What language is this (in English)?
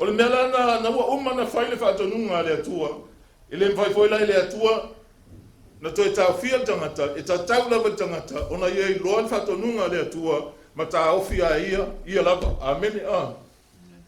Samoan